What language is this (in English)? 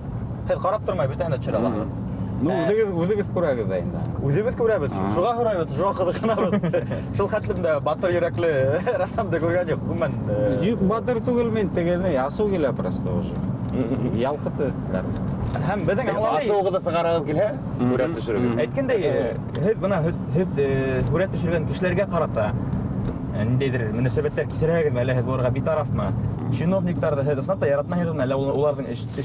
Bashkir